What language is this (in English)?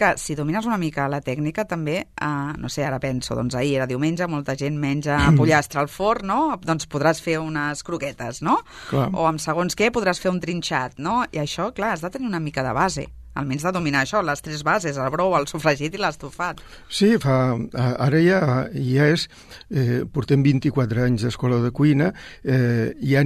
Catalan